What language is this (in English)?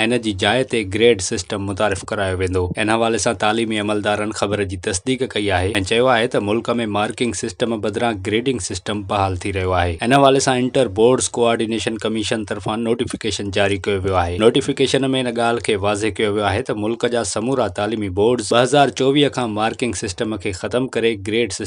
Sindhi